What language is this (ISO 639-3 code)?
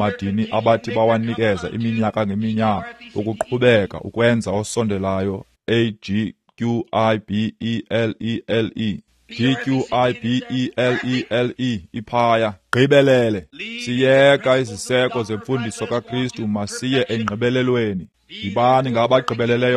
xho